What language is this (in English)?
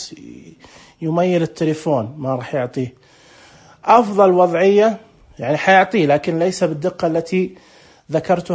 Najdi Arabic